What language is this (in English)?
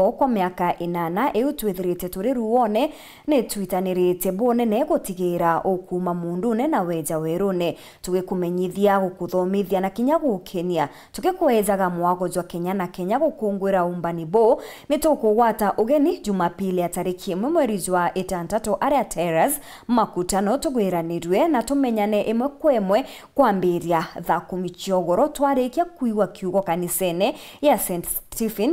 Meru